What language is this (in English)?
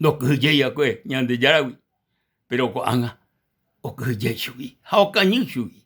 Guarani